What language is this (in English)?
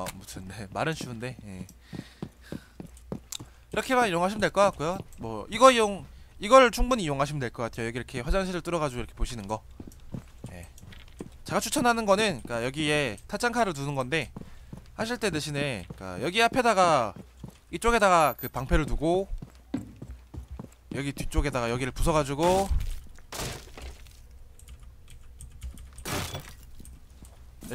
Korean